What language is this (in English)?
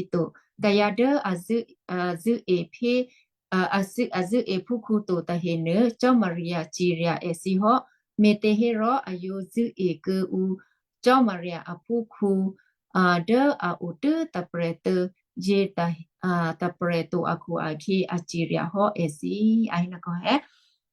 Western Kayah